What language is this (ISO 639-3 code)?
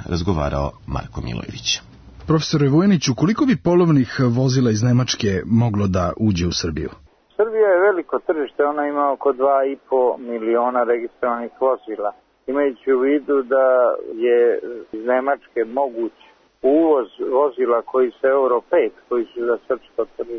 srp